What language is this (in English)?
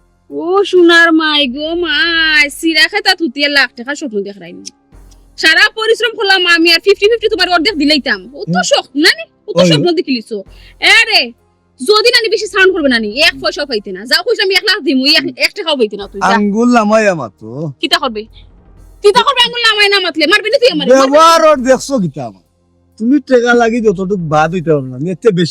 Sylheti